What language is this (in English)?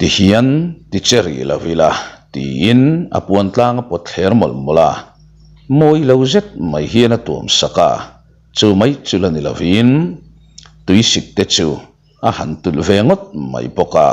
Mizo